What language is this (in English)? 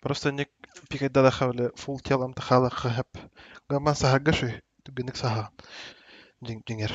Yakut